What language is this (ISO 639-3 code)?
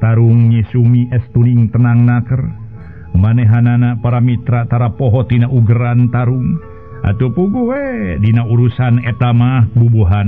sun